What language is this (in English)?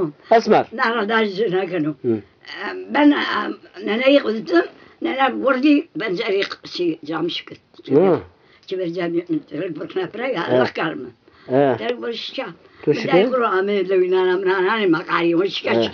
Zaza